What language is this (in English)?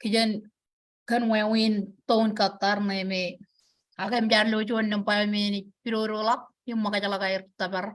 Marshallese